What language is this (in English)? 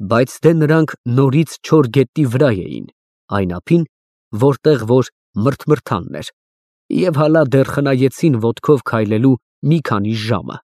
Armenian